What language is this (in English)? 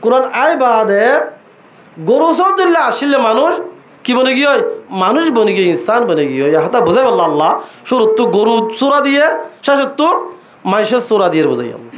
Rohingya